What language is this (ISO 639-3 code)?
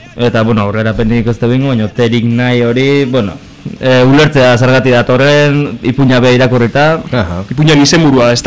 eus